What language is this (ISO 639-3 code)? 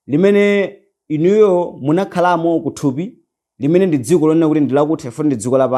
nya